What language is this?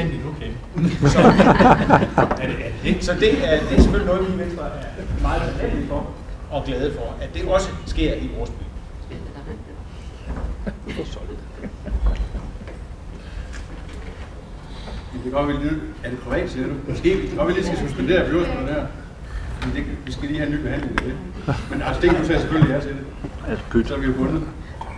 Danish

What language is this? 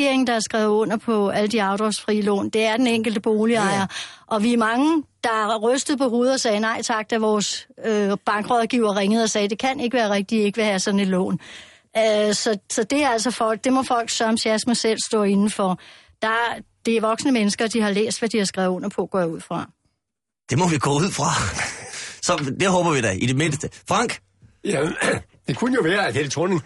Danish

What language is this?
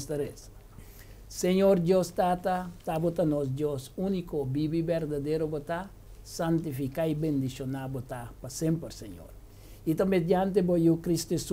Papiamento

